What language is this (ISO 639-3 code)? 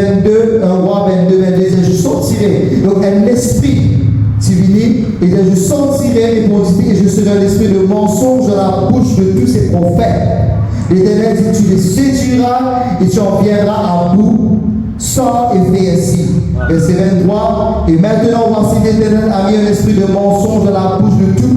mfe